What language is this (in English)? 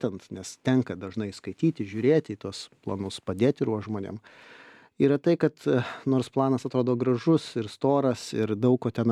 Lithuanian